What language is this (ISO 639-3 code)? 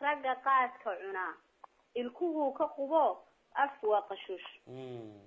som